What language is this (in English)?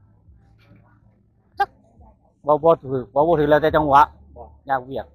Northeastern Thai